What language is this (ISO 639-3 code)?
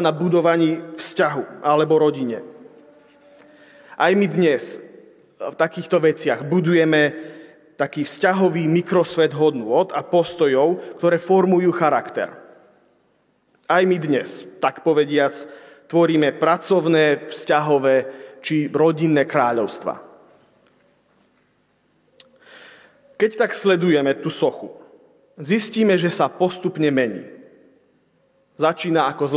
slk